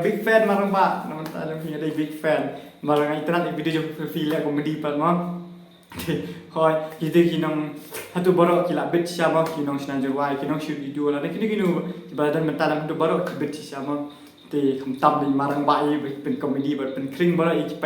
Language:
Khasi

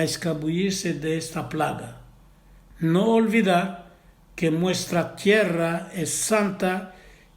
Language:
Ladino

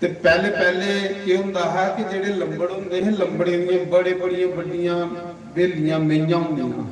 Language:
Dogri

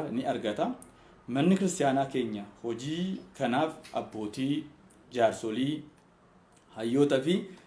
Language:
Oromo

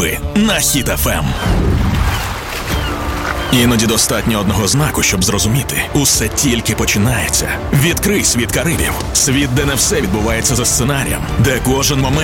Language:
Ukrainian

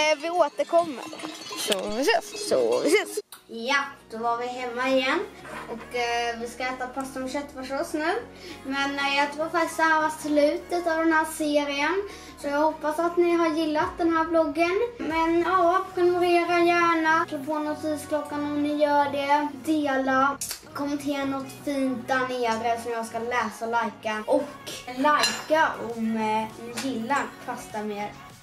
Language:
Swedish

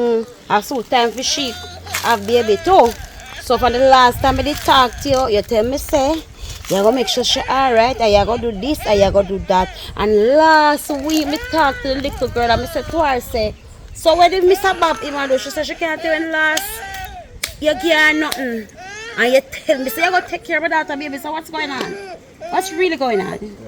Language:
Jamaican Creole English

